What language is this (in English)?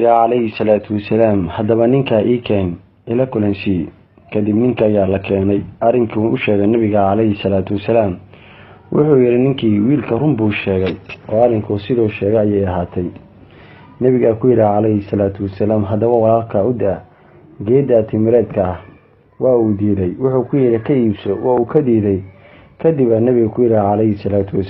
Somali